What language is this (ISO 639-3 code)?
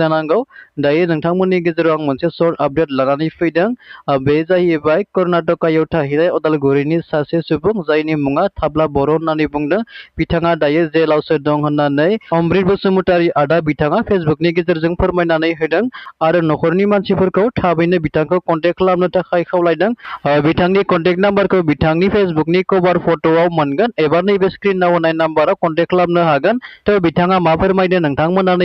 brx